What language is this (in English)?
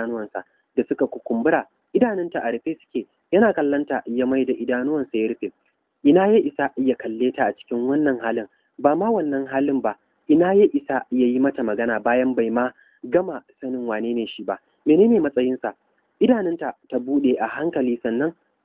Hausa